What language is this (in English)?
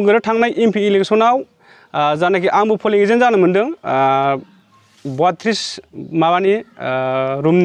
Bodo